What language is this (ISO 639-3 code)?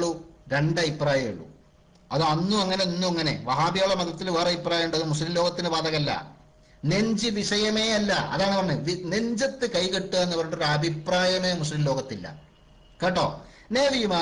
mal